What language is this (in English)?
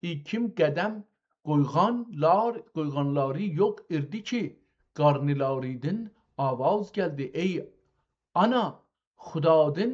South Azerbaijani